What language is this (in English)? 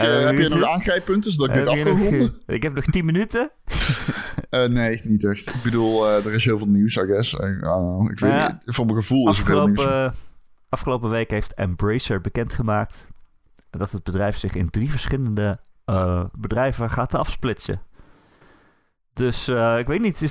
Dutch